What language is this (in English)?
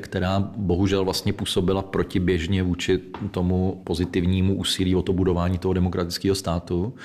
Czech